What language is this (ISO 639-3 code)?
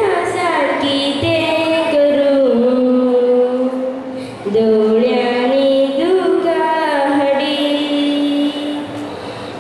kok